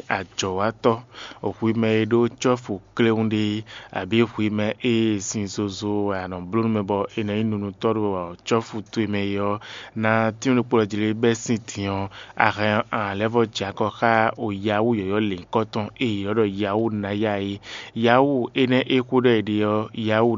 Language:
Fon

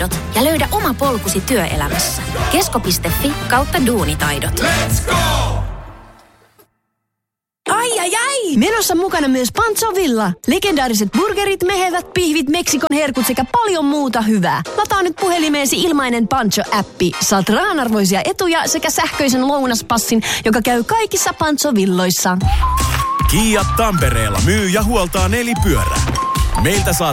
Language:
Finnish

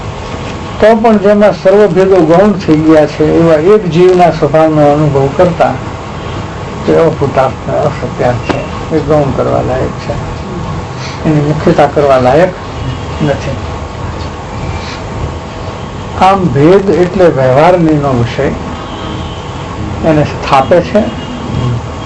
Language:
Gujarati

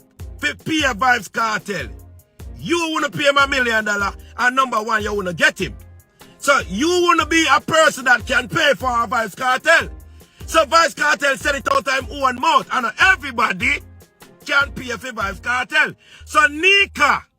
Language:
Jamaican Creole English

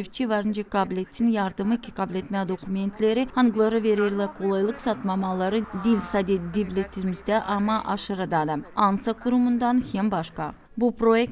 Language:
Gagauz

